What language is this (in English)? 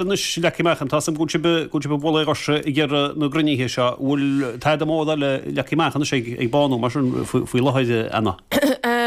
Irish